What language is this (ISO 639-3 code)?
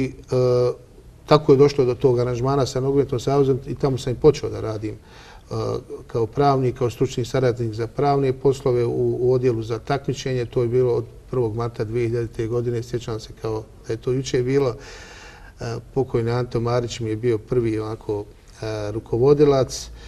bos